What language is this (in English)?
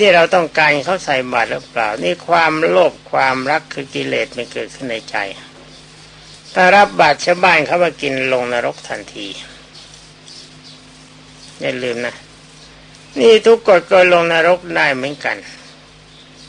Thai